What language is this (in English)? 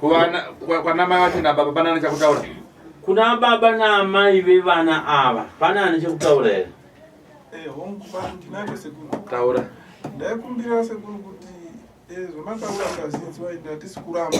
Shona